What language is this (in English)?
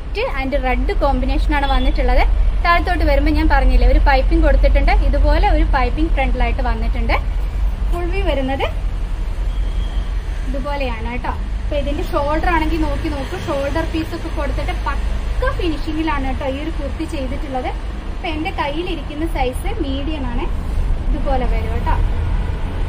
Malayalam